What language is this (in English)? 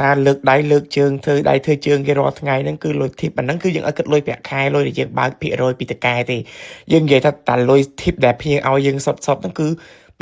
Khmer